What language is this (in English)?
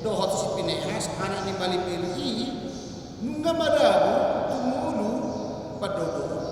Batak Toba